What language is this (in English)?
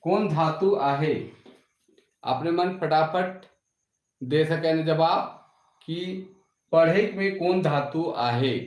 Sadri